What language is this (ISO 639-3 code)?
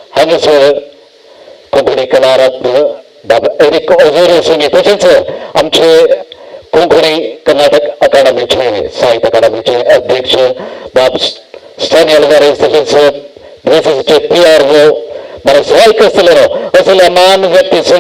kok